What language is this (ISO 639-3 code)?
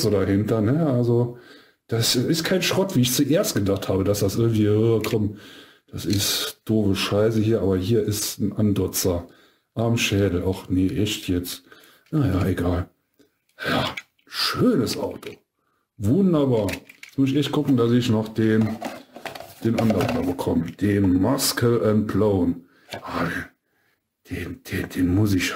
deu